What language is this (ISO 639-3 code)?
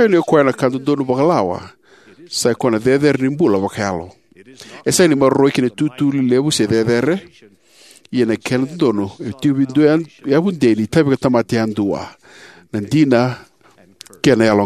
fij